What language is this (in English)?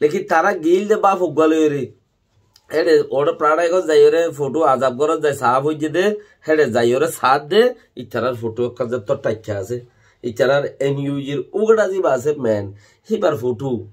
Rohingya